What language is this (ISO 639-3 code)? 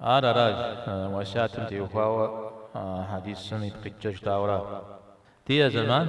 kbd